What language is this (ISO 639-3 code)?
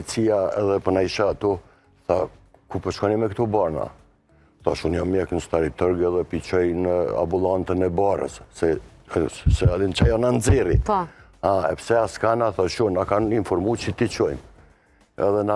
sqi